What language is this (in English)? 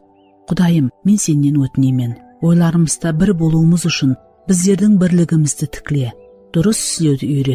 Kara-Kalpak